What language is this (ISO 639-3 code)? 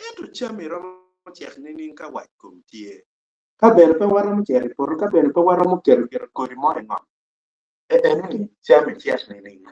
ach